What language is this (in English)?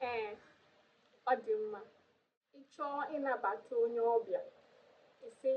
Igbo